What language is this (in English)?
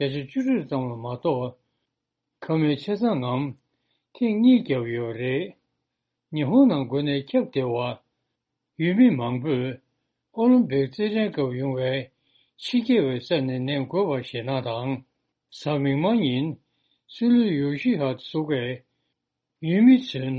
Tibetan